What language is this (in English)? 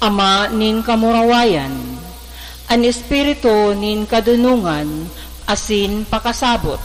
Bikol